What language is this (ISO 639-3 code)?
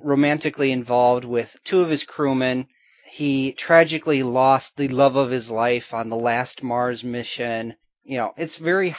eng